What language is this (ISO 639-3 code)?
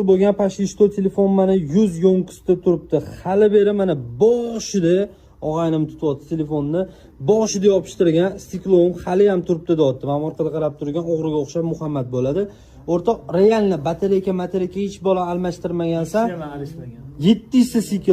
uzb